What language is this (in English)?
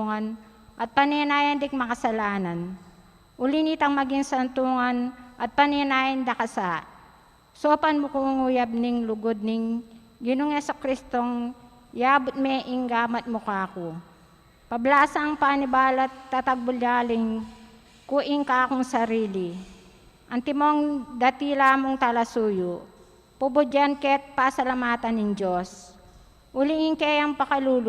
Pampanga